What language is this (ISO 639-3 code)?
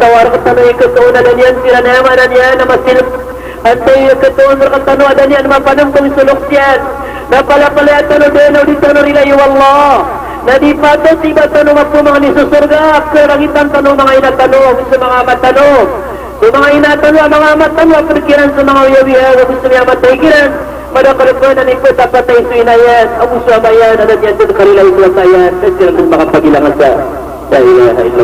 mrw